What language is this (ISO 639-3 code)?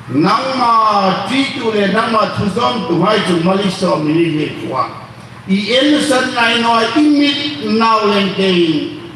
hmr